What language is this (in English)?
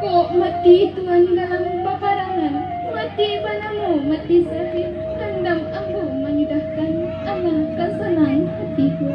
Minangkabau